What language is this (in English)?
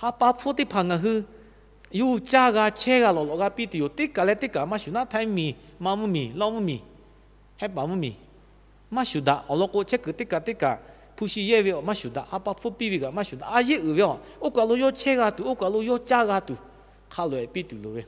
Lahu